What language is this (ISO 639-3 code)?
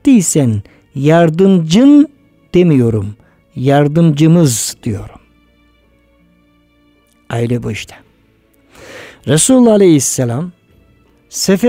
tur